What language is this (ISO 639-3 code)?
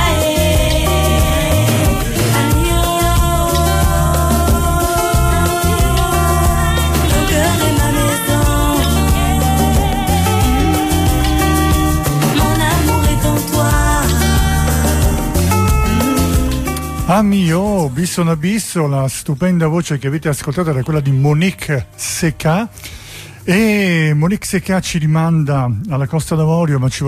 ita